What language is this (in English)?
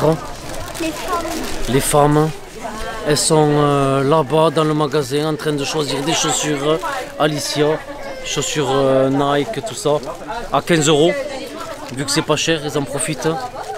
French